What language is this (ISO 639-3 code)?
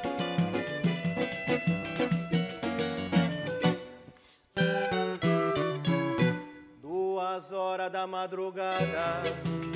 por